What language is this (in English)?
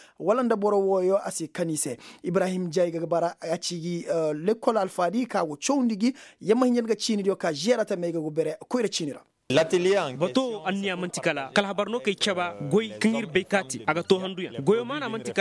Koyraboro Senni